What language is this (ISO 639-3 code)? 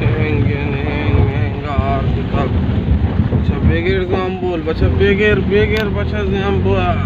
bal